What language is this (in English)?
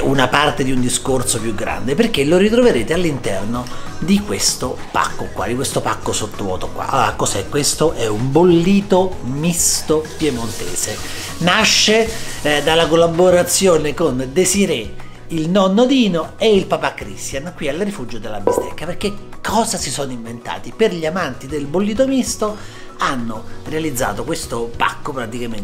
Italian